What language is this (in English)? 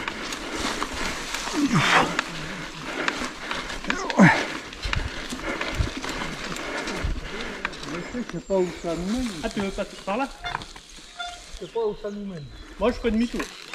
French